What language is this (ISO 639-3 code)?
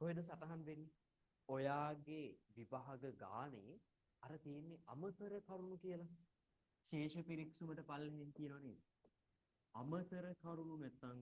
sin